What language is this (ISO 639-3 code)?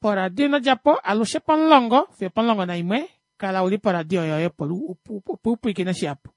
kua